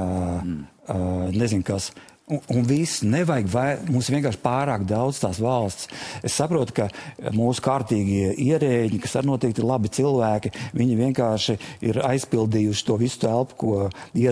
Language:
Latvian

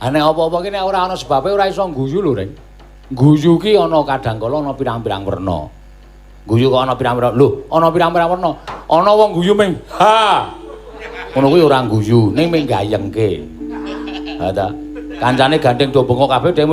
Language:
Javanese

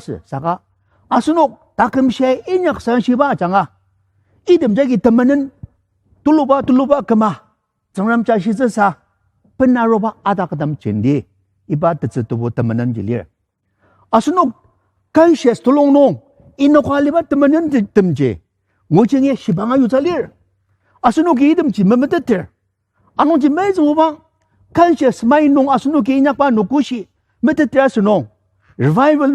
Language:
Ao Naga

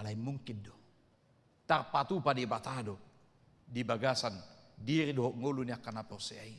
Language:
Batak Toba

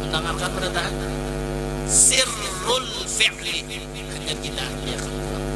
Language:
Banjar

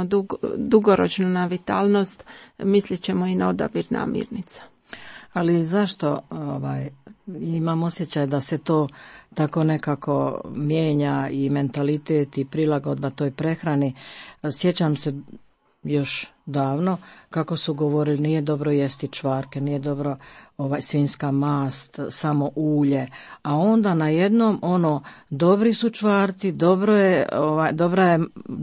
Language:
Croatian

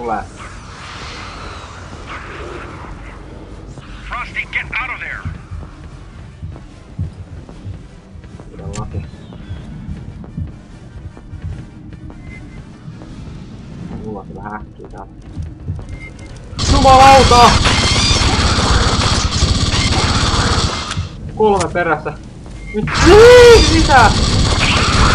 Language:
Finnish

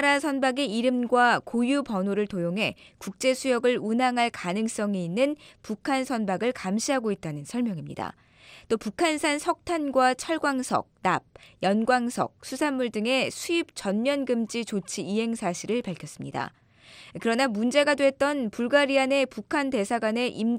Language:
Korean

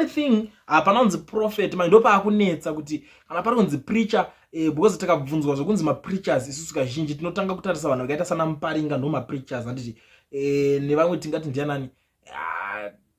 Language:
Shona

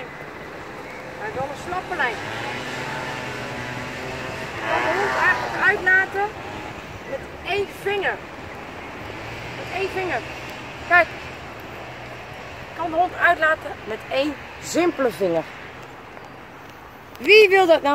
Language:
Dutch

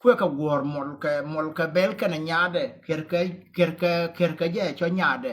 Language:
Nuer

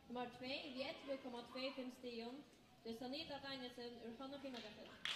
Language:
Faroese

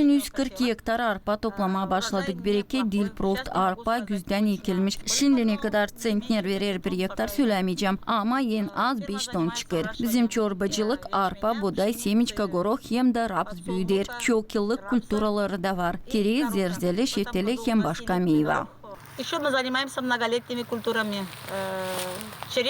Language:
Gagauz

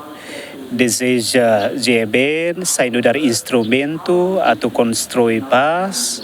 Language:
Tetum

